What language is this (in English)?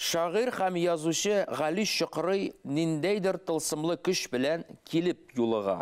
Bashkir